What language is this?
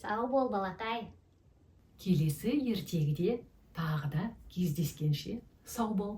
Kazakh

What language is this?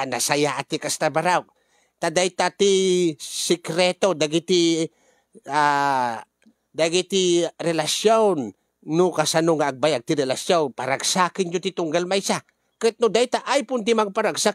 Iloko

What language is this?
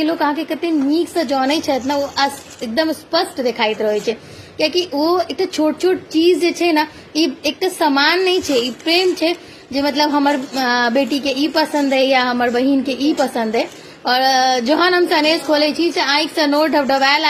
Maithili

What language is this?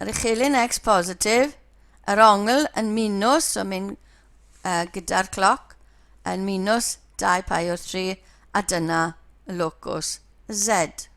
Welsh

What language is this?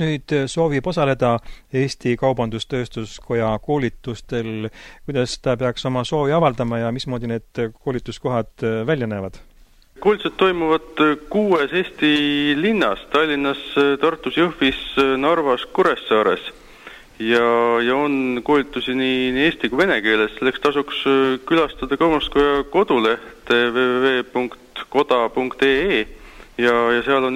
Estonian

